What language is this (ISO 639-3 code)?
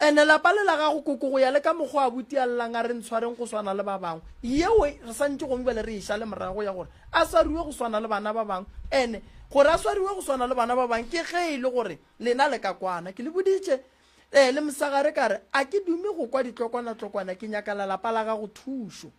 nso